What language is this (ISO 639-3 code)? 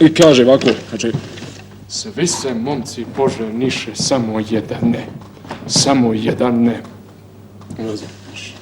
bos